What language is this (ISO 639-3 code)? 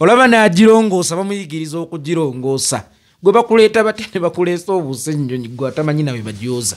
lug